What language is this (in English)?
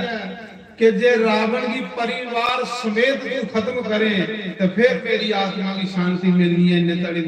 Dogri